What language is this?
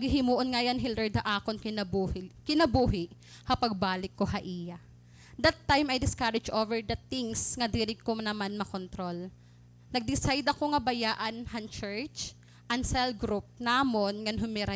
Waray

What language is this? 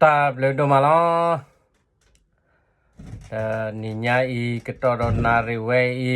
S'gaw Karen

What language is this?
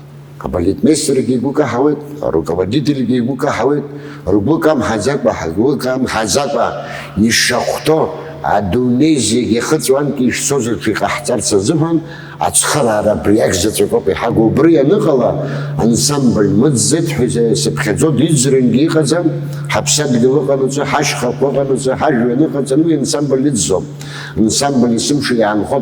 Abkhazian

